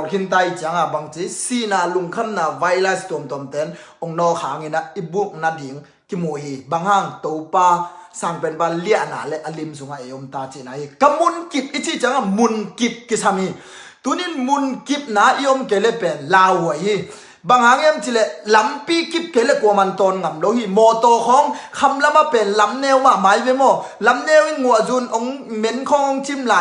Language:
Tedim Chin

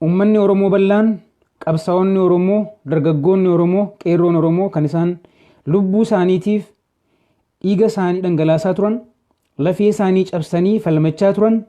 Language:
Oromo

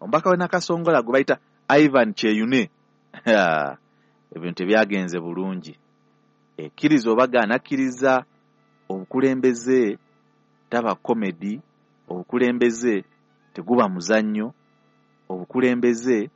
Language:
Ganda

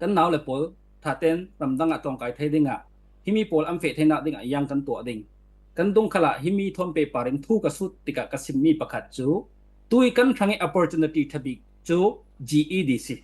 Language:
Falam Chin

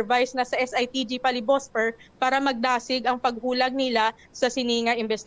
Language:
Hiligaynon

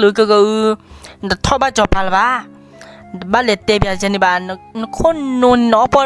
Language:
S'gaw Karen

